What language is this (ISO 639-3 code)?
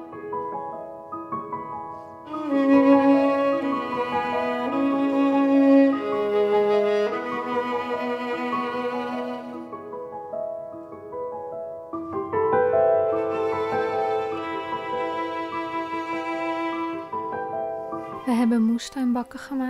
nld